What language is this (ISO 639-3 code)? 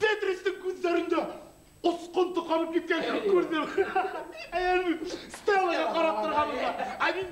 bak